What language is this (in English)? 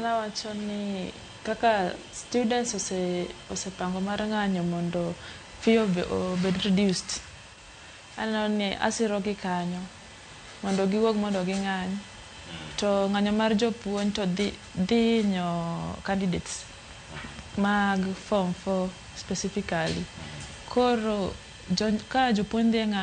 Luo (Kenya and Tanzania)